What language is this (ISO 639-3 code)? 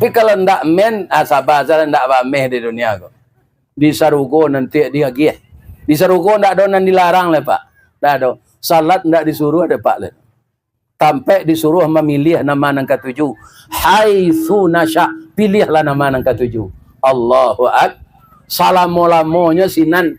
min